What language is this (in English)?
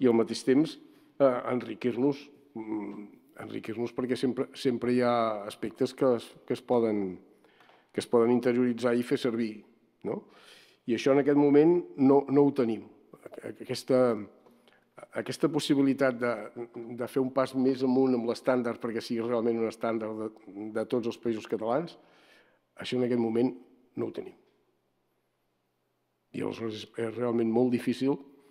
Catalan